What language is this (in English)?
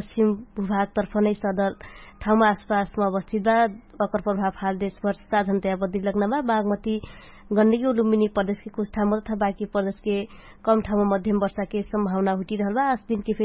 Dangaura Tharu